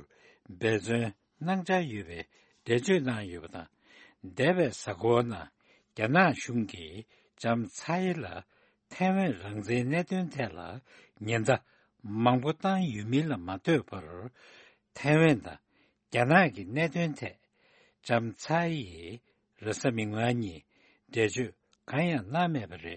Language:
Tibetan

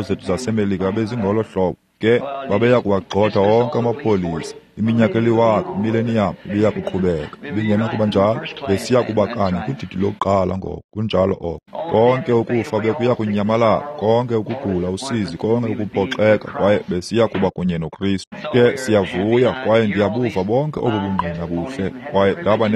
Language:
Xhosa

